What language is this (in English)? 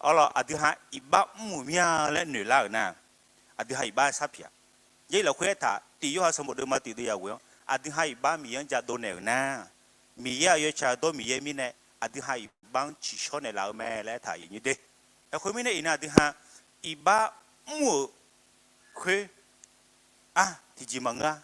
Akha